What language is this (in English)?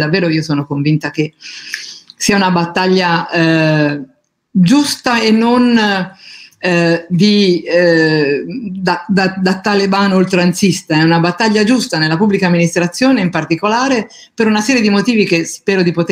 Italian